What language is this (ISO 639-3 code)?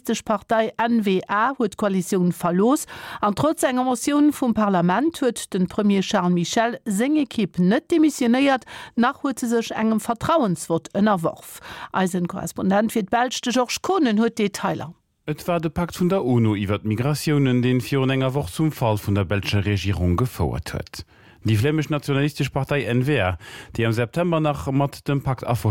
ltz